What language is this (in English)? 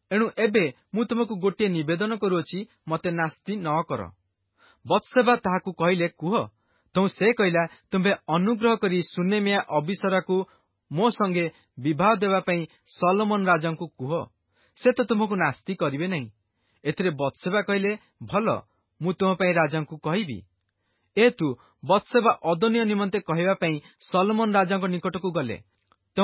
Odia